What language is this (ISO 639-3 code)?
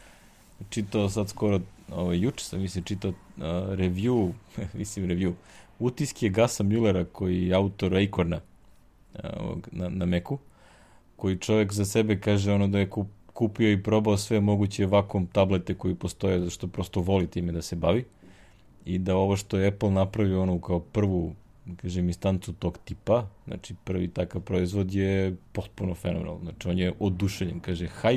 srp